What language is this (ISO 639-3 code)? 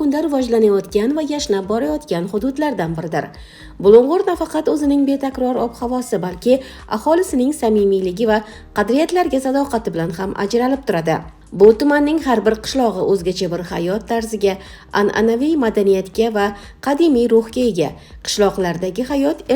uzb